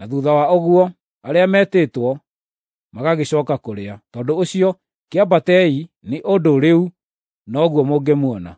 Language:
Kikuyu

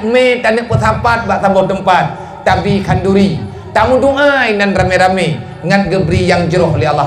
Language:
Achinese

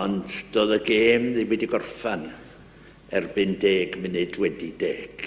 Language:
Welsh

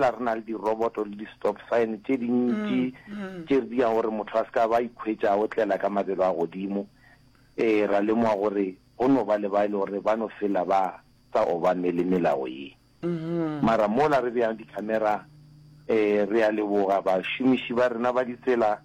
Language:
Northern Sotho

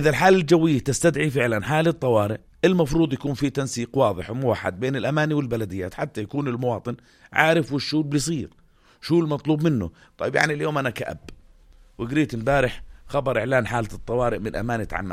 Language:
North Levantine Arabic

